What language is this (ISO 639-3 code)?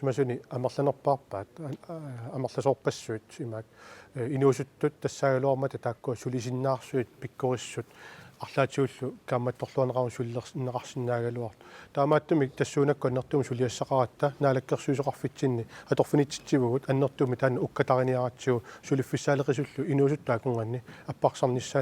kal